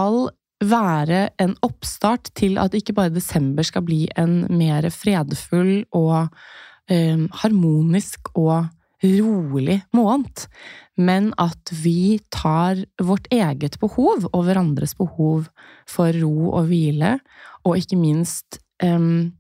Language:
Norwegian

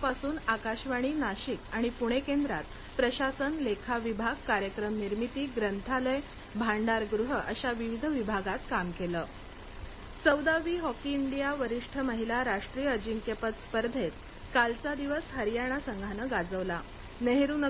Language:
Marathi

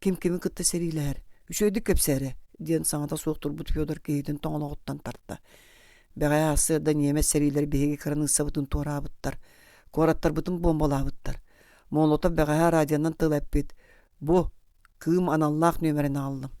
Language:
Yakut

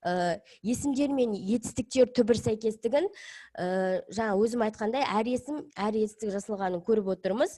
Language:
Kazakh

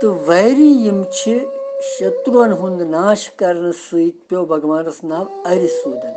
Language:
Kashmiri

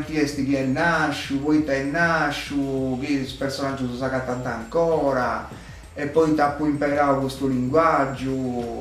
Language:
Sardinian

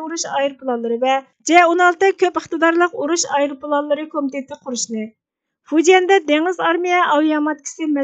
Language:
Uyghur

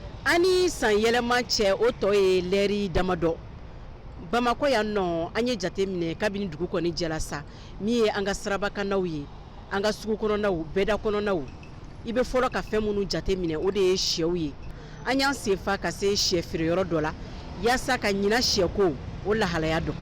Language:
Bambara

